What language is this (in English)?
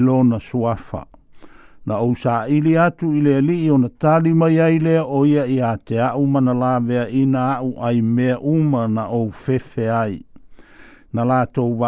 Samoan